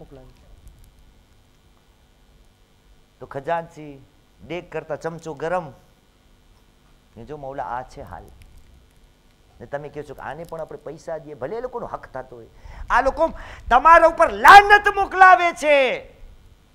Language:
Gujarati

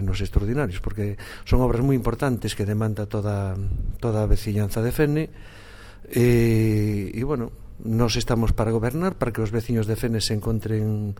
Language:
Galician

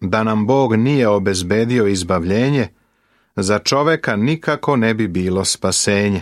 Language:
Serbian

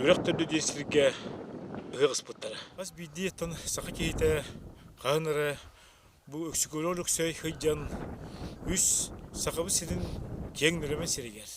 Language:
Yakut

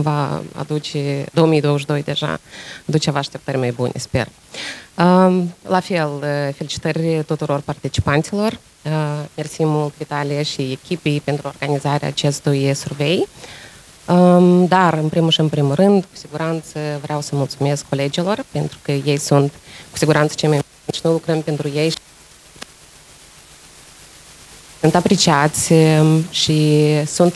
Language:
Romanian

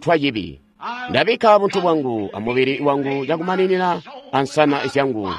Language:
Tonga (Zambia)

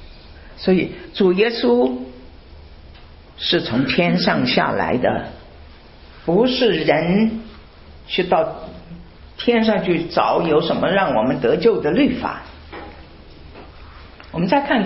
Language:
Chinese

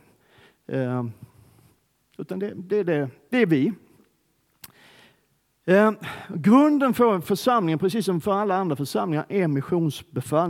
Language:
Swedish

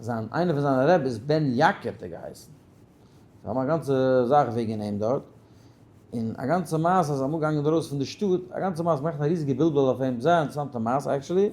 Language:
Yiddish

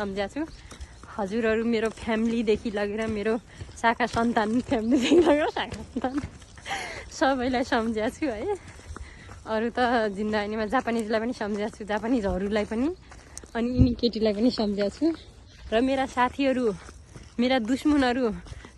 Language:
Nepali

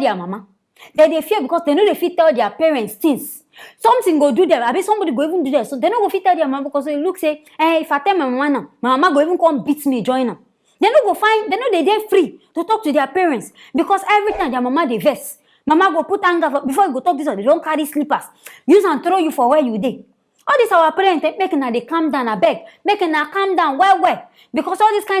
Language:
Nigerian Pidgin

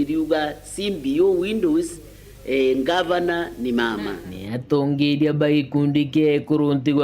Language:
Meru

